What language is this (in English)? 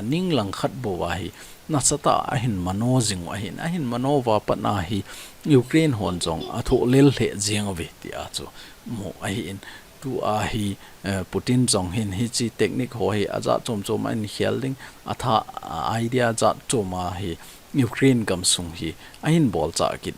Thado Chin